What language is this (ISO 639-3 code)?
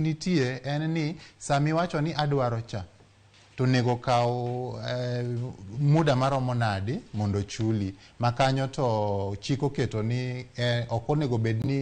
luo